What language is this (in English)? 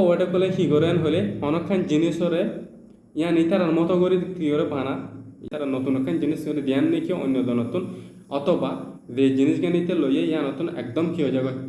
Rohingya